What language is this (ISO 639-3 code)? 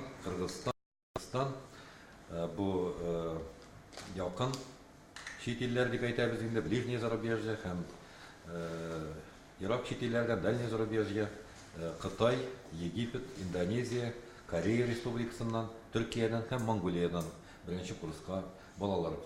tat